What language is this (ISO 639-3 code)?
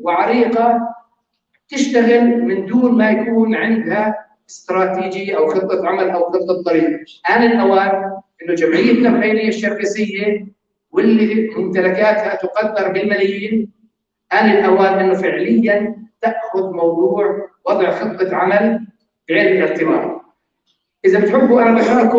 apc